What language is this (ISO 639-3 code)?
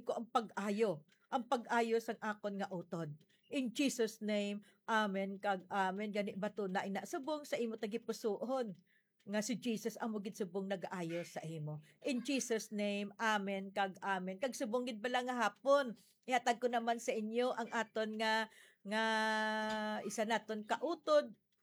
hil